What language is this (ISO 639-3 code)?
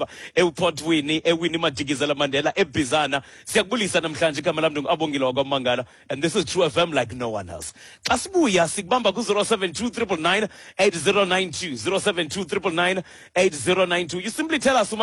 xho